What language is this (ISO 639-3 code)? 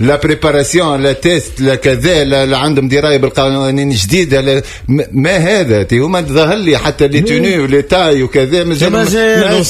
aeb